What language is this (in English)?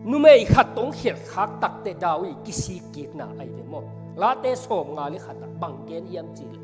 Tedim Chin